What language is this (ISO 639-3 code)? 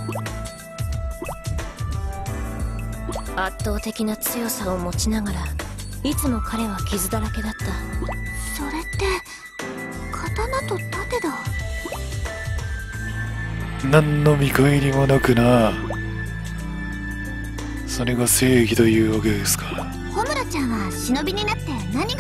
jpn